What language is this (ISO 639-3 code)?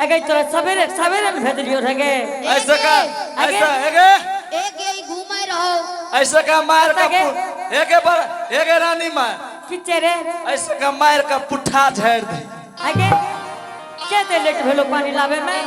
anp